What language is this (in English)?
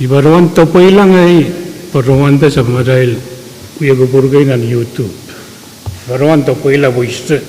Pohnpeian